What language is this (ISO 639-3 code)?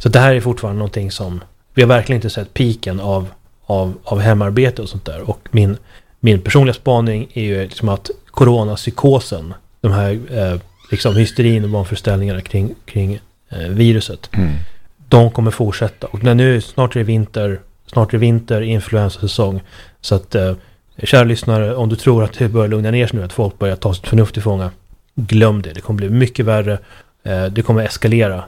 swe